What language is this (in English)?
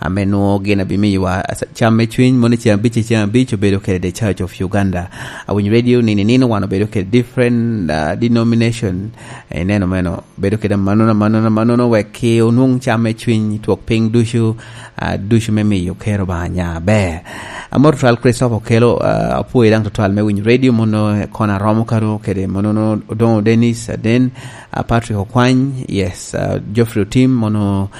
Lango (Uganda)